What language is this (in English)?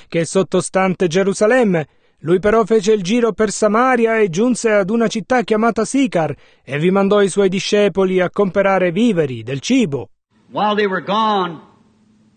Italian